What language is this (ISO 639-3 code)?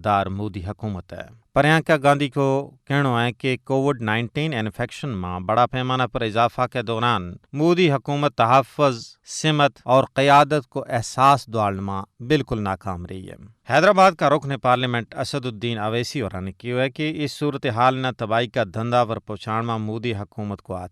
gju